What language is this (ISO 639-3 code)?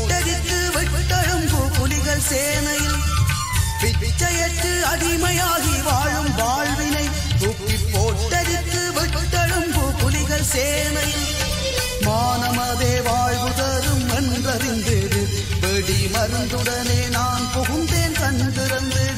tam